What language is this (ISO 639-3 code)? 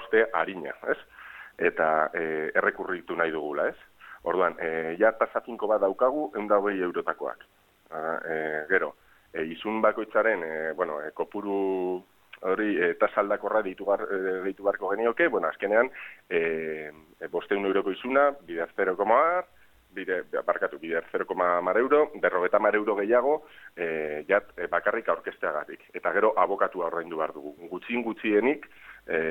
eus